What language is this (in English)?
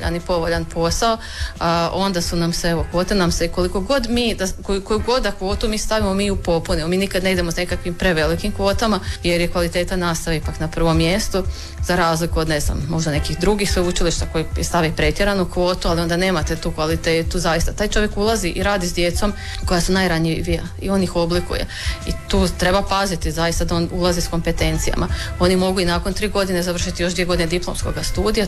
Croatian